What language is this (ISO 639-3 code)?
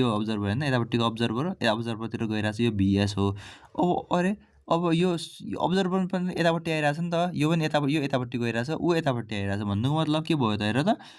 nep